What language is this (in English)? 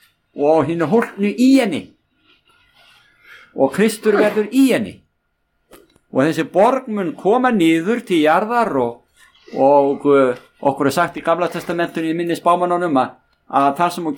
Icelandic